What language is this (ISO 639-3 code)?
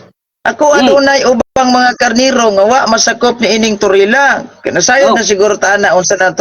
ceb